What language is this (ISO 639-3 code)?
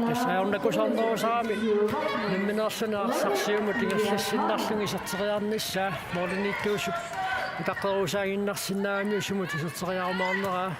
kal